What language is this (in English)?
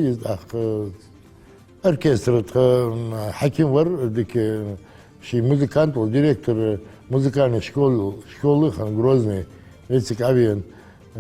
Ingush